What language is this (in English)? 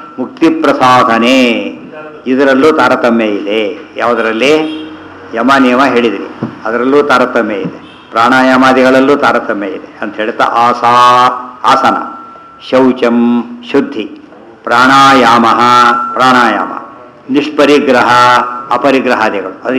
Kannada